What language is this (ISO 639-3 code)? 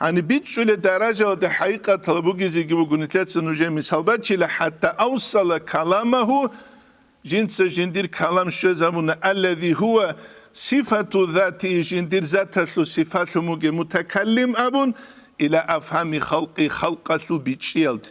ava